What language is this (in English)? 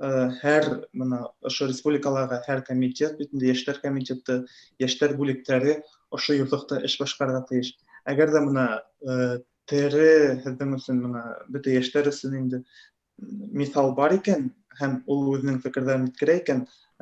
Bashkir